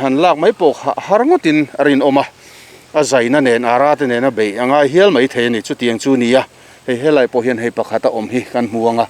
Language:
Mizo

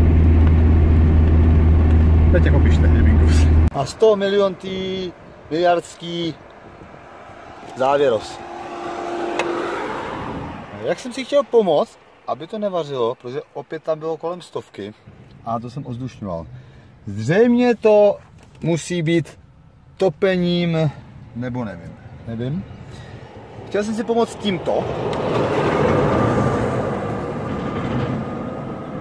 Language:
Czech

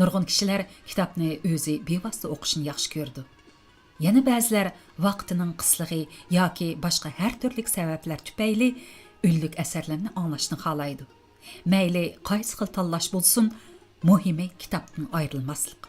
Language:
Uyghur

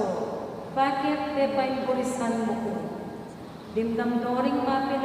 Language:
Pampanga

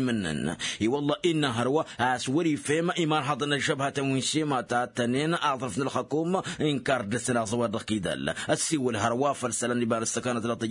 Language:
Tamasheq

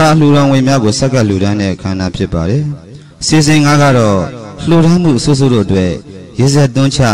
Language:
Burmese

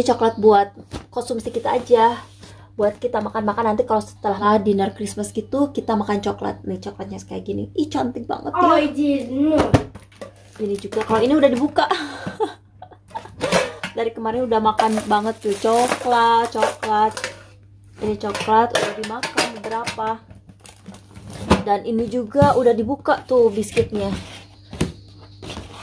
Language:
Indonesian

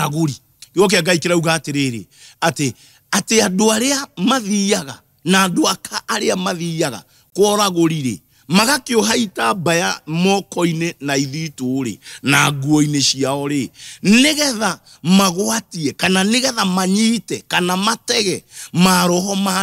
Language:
Kikuyu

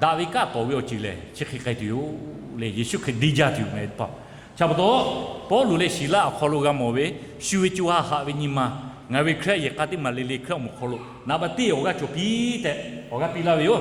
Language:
Lahu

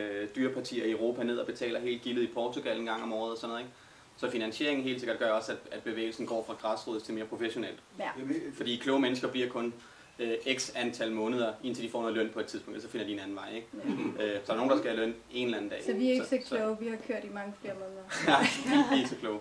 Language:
Danish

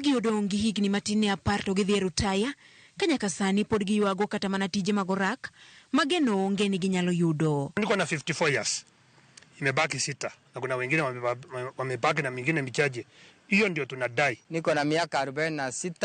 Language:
Luo (Kenya and Tanzania)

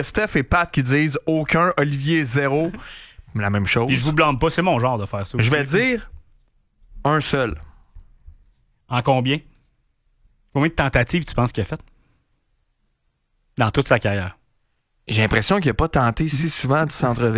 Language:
French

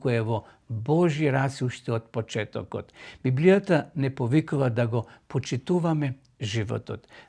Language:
Macedonian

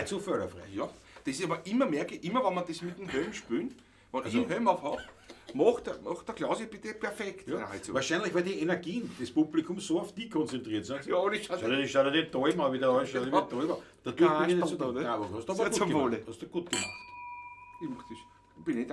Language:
Bavarian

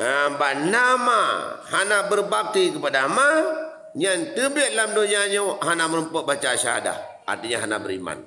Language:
Achinese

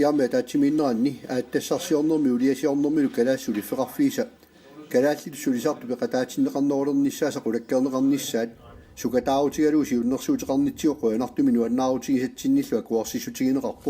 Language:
Kalaallisut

